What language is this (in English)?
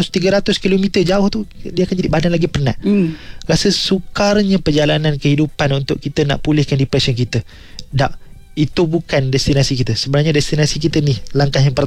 Malay